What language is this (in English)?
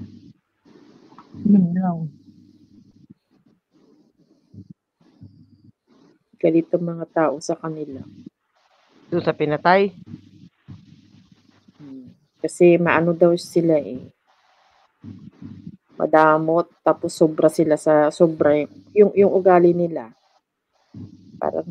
Filipino